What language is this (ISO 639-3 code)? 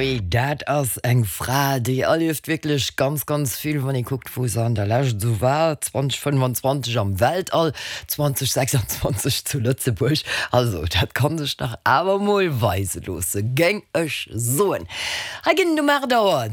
ltz